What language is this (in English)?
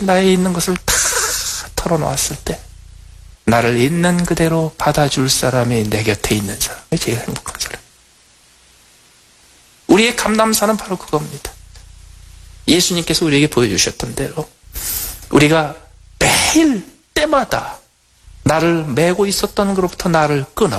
Korean